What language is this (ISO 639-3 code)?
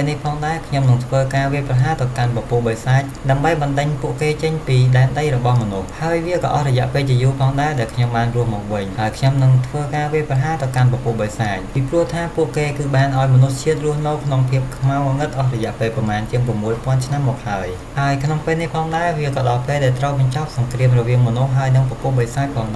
khm